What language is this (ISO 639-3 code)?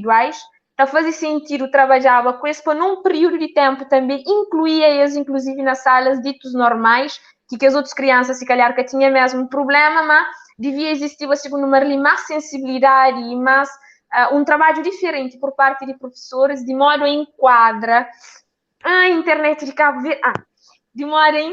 kea